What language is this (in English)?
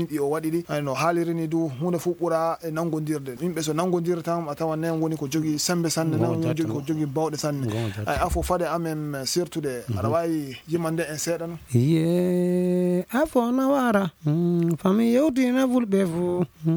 Fula